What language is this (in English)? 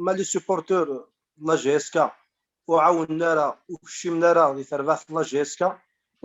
Kabyle